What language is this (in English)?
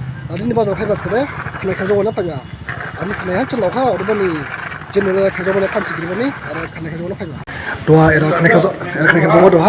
Dimasa